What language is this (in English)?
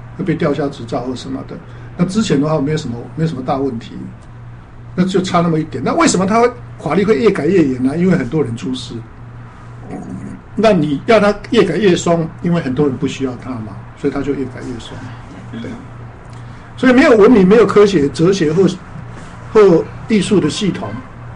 Chinese